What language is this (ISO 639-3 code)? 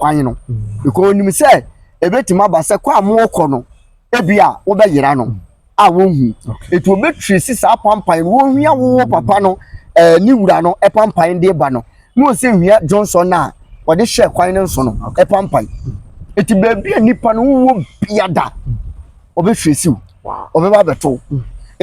aka